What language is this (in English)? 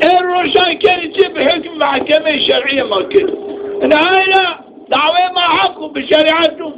Zaza